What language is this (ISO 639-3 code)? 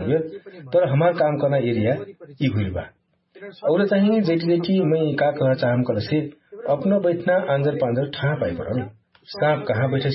thl